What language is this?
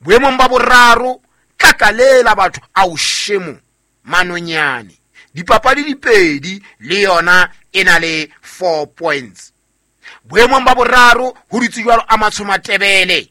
Southern Sotho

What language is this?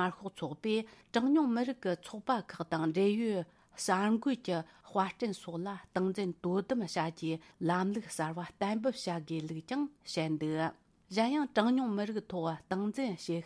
Tibetan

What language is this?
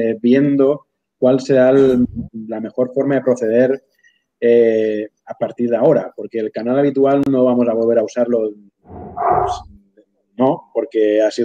Spanish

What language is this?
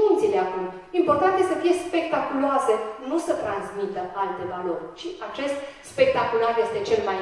Romanian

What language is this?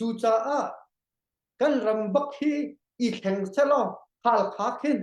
Hakha Chin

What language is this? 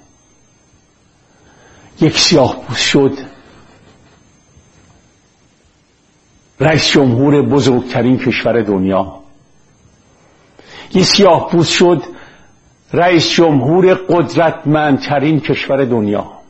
Persian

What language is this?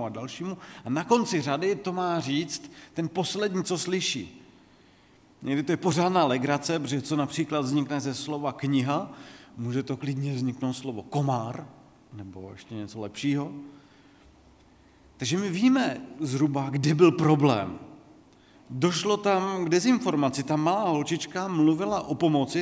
Czech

